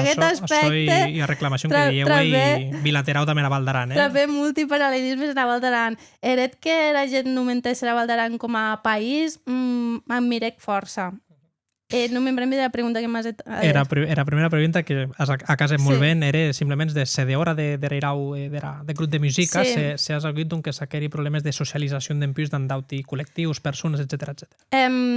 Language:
Occitan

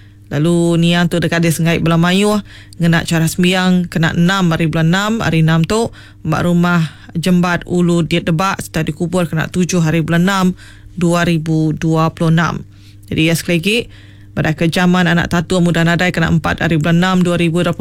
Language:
Iban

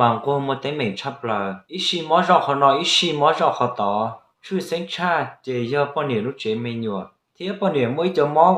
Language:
Hmong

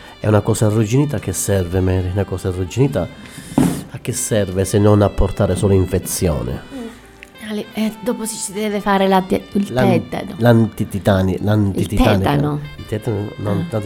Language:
Italian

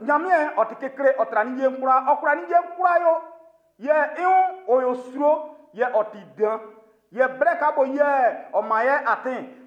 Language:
Baoulé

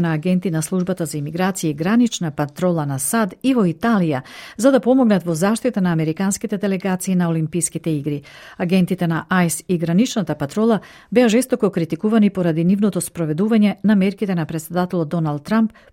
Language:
Macedonian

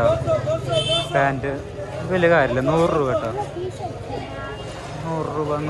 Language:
Malayalam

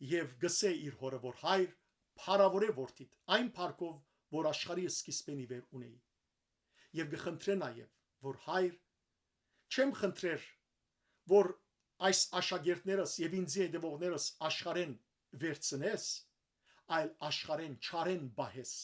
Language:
Western Armenian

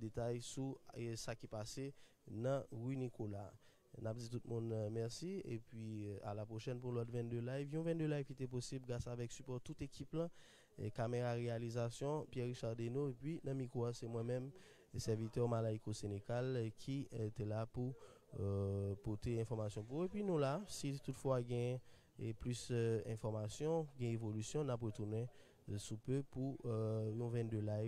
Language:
Haitian Creole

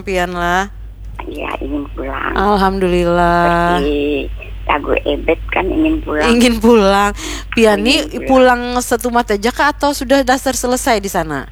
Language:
Banjar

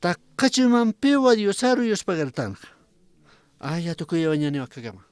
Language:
Aymara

